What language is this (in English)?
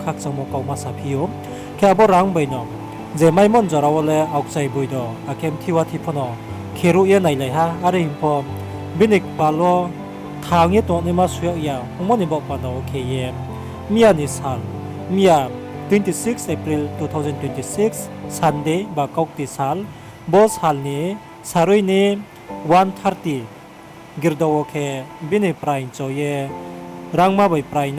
Riang (India)